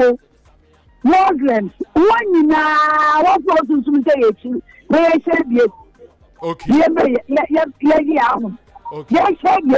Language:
Akan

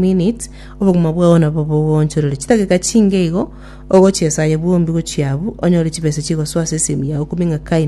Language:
Gusii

